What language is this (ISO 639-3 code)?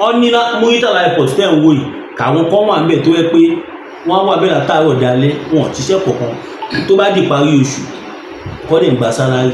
yor